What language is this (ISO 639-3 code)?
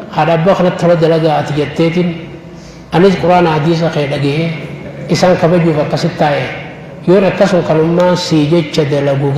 orm